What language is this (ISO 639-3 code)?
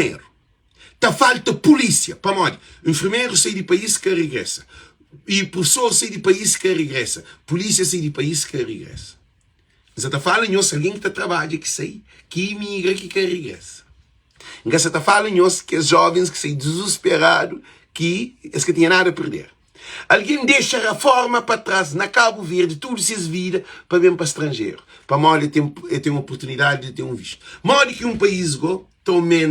kea